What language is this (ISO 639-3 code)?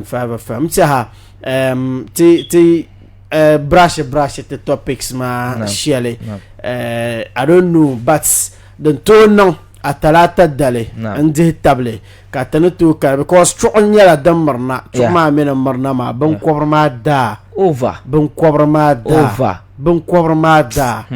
dag